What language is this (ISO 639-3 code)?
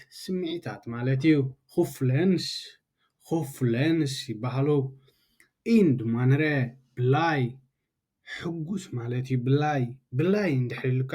tir